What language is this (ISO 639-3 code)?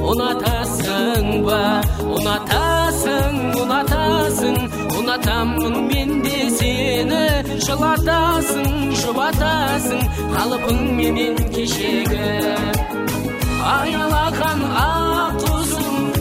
kaz